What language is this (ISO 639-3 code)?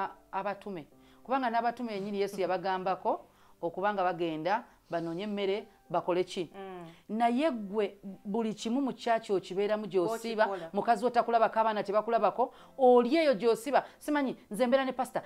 lug